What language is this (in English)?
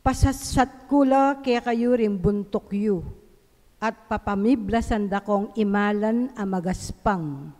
Pampanga